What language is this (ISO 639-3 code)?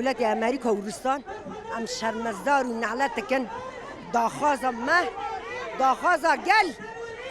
kur